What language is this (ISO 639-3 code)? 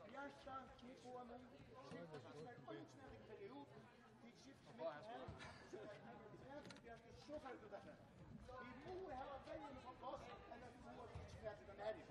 fao